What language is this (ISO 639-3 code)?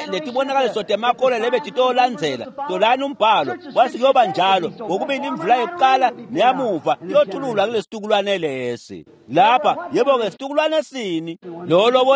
ssw